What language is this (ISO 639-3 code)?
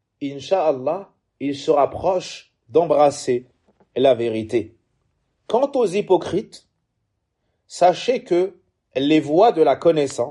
fra